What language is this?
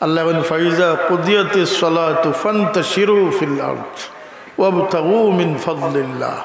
Sylheti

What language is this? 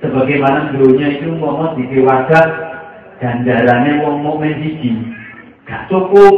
Javanese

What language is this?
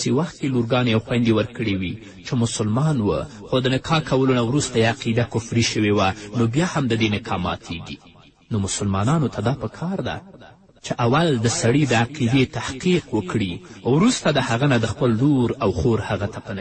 Pashto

